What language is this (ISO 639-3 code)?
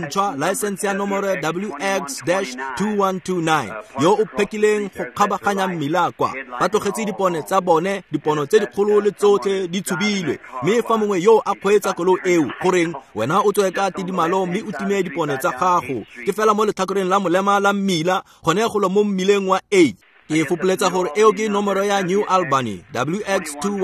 tsn